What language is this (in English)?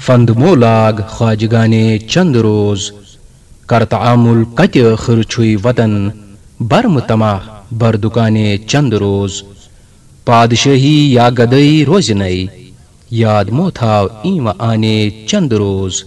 Kashmiri